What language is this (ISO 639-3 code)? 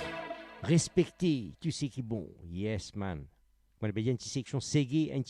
mfe